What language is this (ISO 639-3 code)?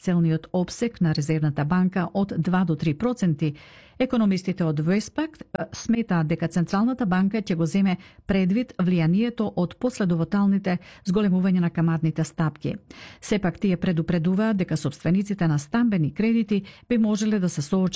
mkd